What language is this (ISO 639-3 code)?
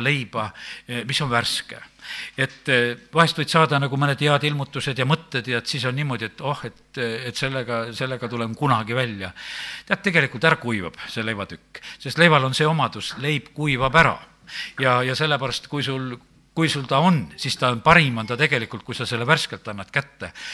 est